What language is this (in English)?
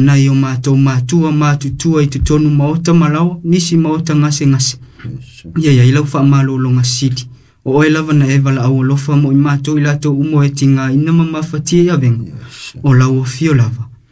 Samoan